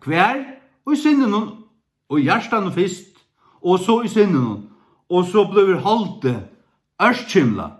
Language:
Faroese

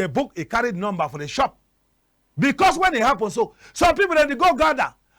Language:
Cameroon Pidgin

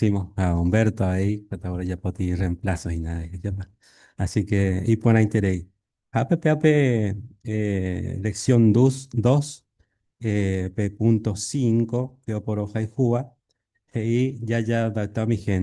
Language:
Guarani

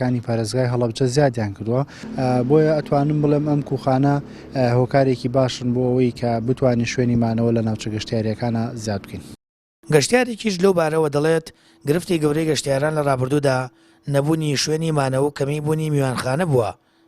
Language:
Central Kurdish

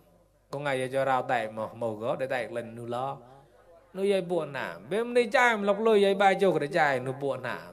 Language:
Mon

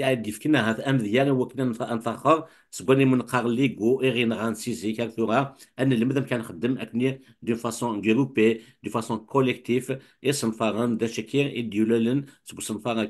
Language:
Kabyle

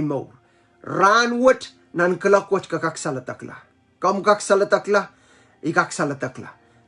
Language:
Pohnpeian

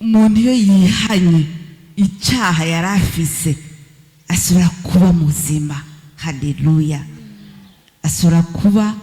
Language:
Rundi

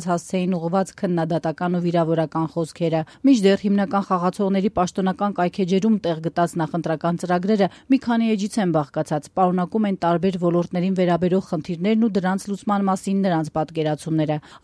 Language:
Armenian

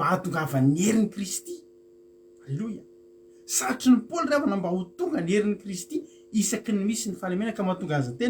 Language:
Malagasy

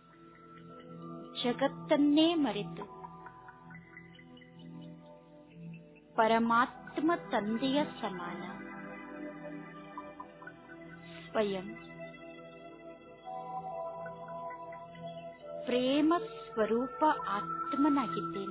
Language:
Kannada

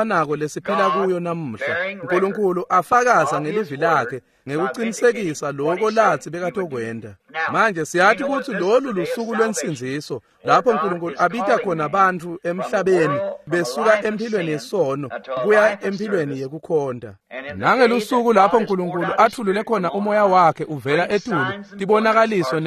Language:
Swati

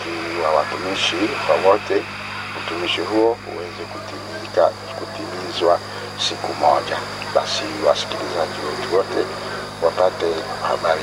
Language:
Swahili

